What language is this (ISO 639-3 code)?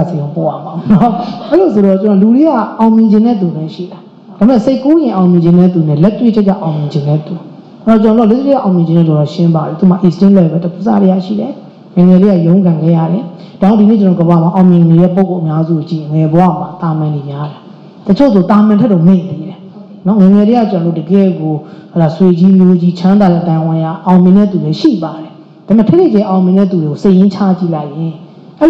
mya